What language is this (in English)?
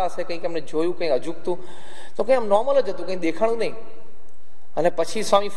Gujarati